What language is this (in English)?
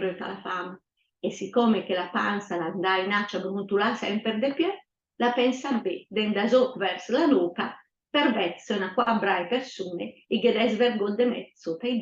Lombard